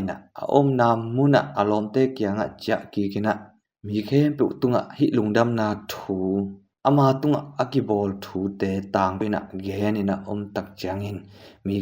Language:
Tedim Chin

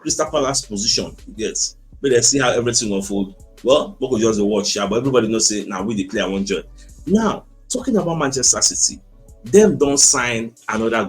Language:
Nigerian Pidgin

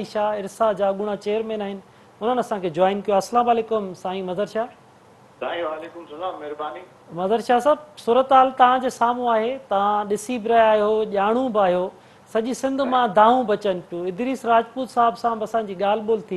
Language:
Sindhi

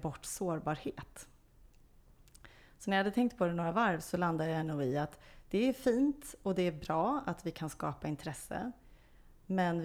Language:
Swedish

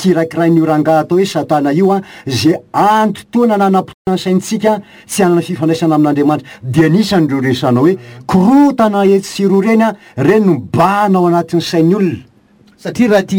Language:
Malagasy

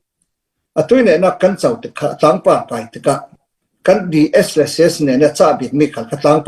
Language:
Falam Chin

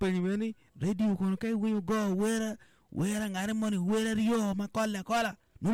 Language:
Acoli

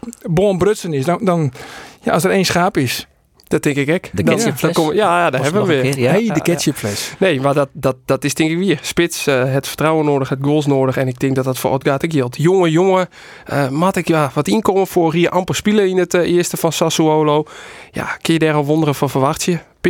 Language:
Western Frisian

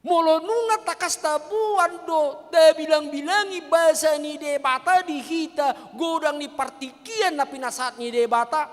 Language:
Batak Toba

